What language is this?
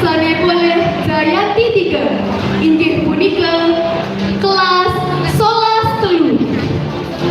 Balinese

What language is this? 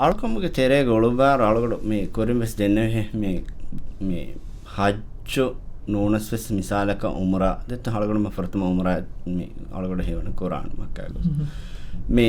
Divehi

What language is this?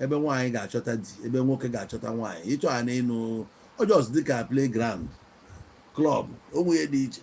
Igbo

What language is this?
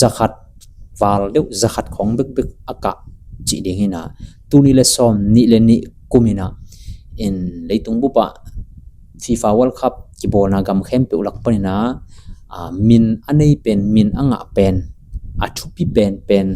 Tedim Chin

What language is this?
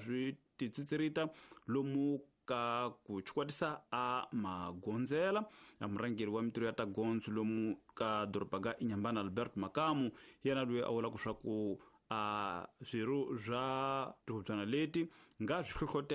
Tsonga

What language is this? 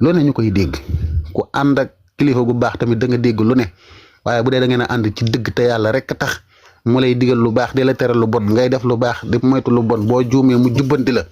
Wolof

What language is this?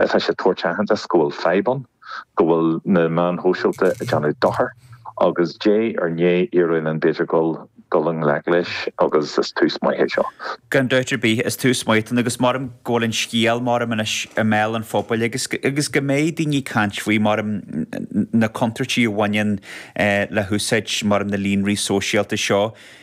Irish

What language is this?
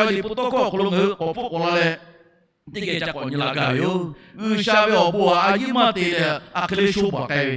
Lahu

